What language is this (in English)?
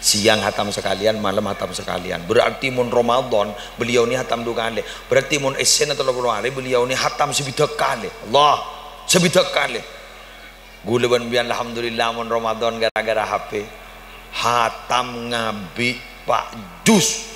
Madurese